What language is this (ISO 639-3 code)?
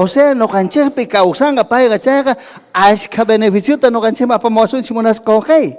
quy